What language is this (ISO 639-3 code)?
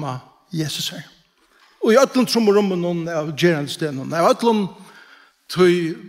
fao